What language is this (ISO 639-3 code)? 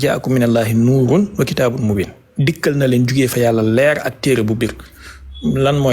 wol